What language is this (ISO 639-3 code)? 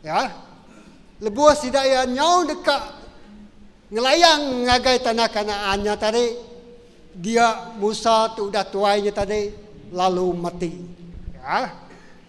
iba